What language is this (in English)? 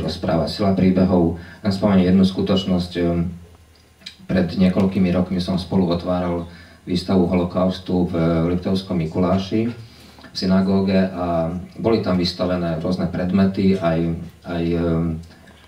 Slovak